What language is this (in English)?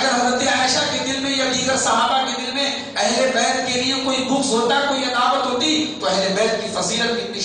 Urdu